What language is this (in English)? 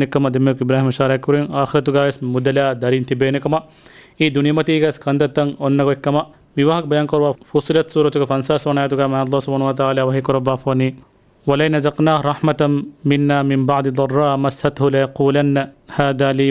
Divehi